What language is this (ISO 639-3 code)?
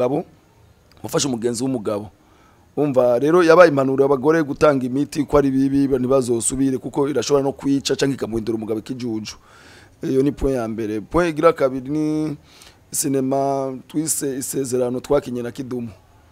run